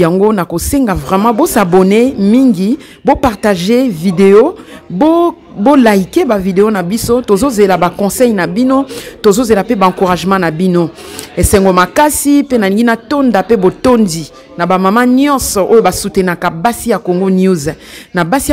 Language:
Lingala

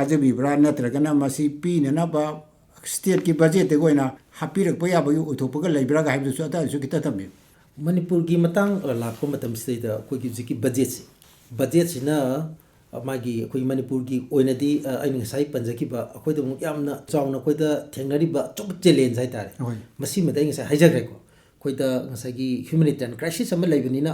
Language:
Manipuri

